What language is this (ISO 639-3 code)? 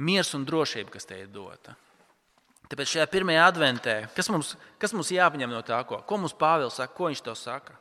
lav